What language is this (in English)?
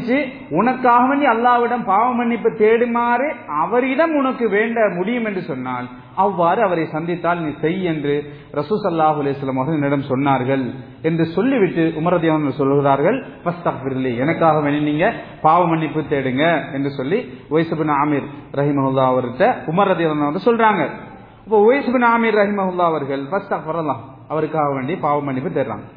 Tamil